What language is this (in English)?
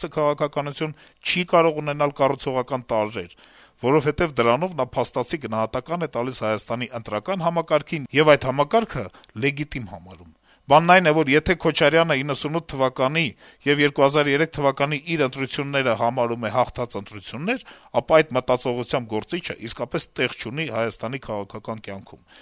Armenian